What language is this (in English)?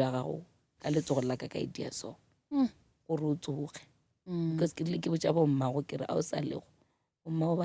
Northern Sotho